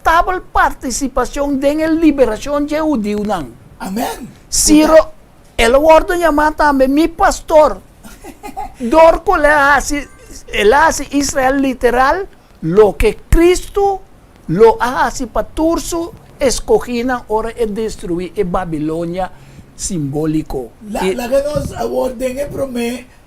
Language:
Papiamento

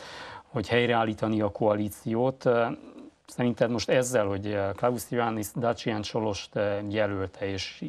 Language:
Hungarian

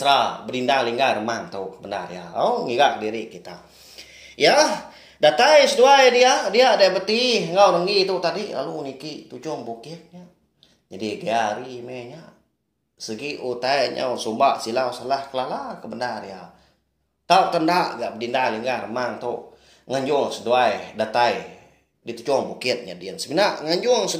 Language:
Iban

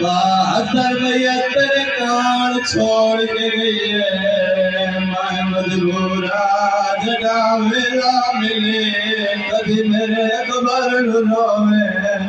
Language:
Saraiki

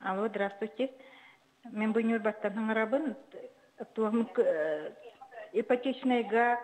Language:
Yakut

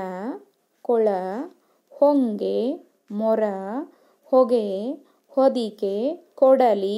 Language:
Kannada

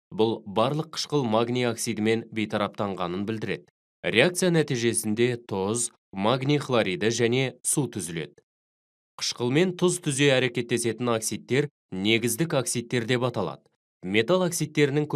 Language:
Kazakh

